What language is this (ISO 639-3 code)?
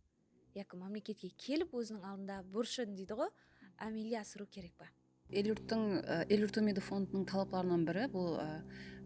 kaa